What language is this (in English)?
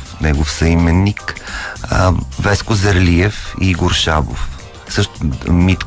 Bulgarian